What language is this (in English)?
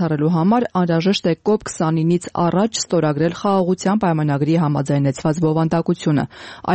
Armenian